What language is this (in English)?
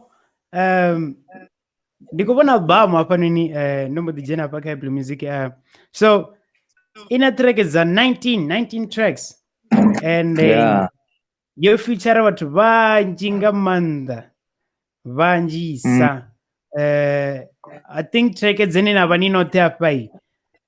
Venda